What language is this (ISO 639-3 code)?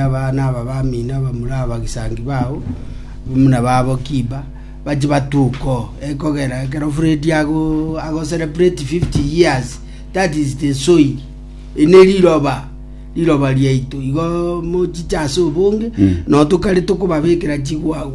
guz